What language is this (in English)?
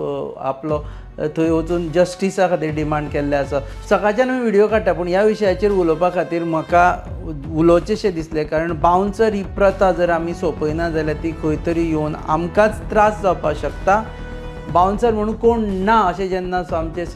Konkani